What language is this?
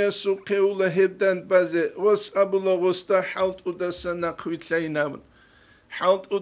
Avaric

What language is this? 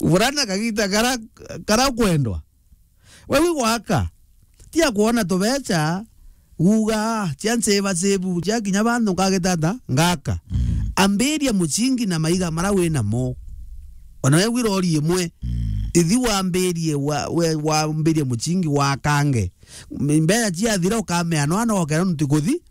Meru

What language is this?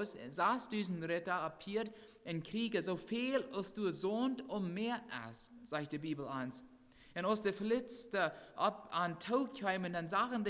Plautdietsch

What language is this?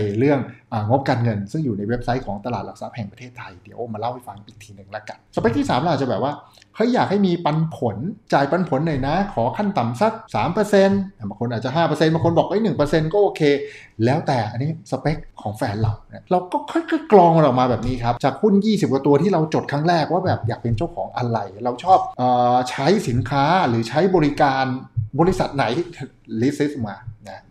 Thai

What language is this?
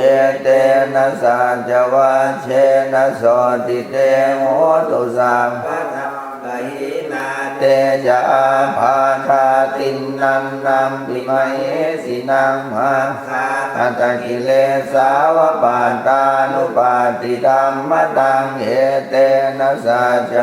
Pali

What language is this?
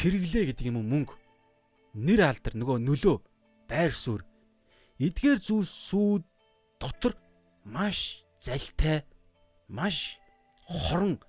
Mongolian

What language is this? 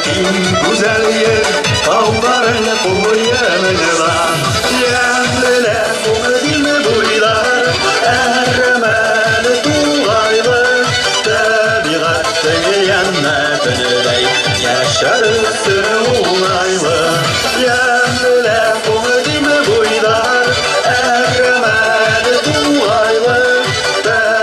Bashkir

